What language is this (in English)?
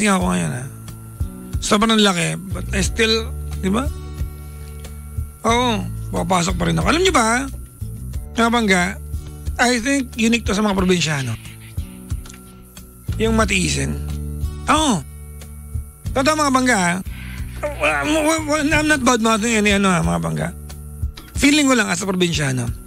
Filipino